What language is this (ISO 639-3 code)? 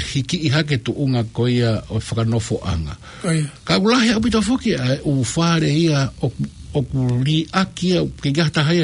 ton